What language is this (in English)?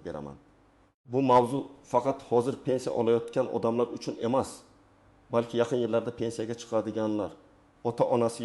Uzbek